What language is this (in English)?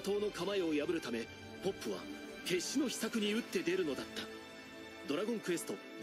Japanese